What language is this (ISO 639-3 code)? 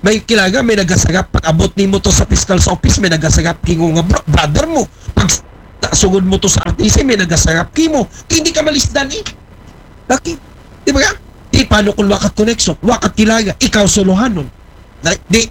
akl